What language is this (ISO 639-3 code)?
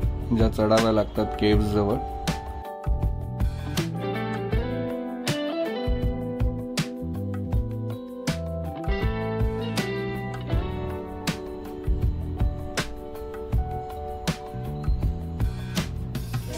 mar